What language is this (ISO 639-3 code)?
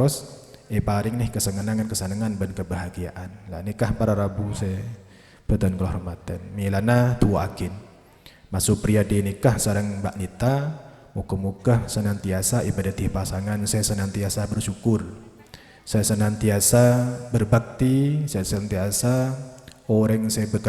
mad